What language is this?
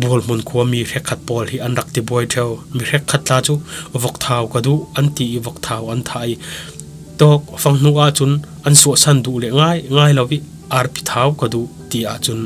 Falam Chin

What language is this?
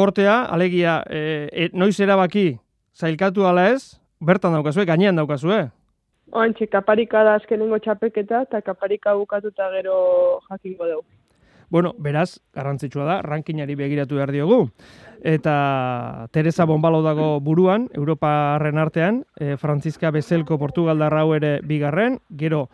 Basque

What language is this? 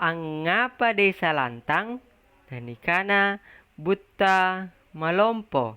Makasar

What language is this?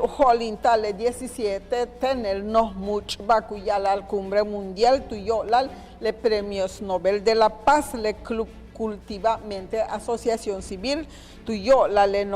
Yucateco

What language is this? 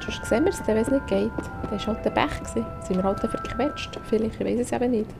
Swiss German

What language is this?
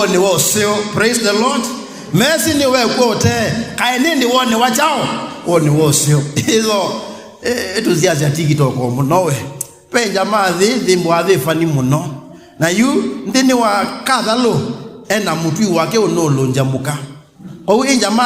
Kamba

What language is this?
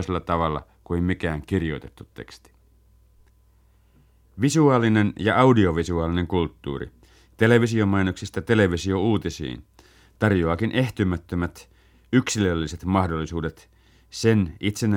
Finnish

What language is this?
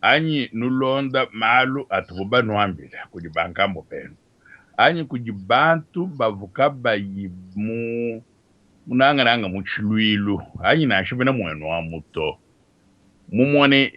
Luba-Lulua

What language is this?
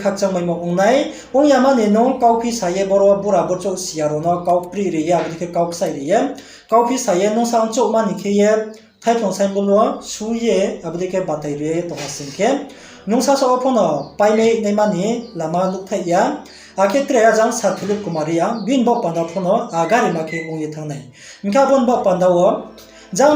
Riang (India)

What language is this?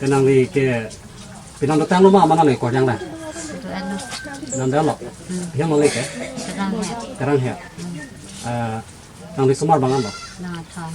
Karbi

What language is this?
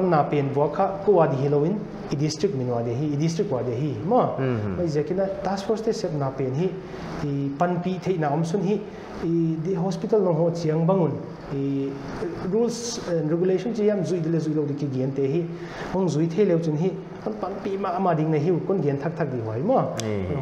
Paite Chin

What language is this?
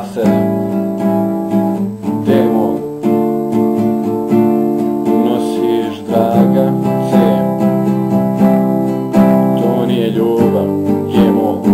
Croatian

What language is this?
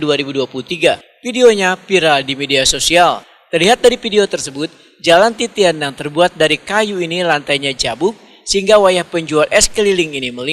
Banjar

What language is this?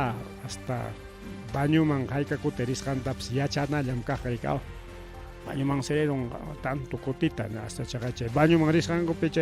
Ayacucho Quechua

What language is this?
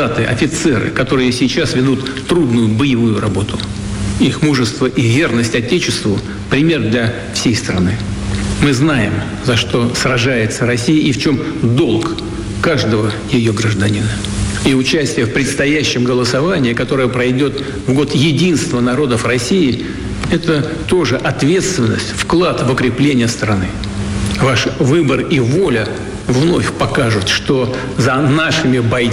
Russian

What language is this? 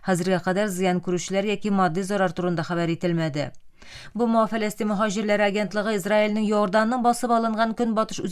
Tatar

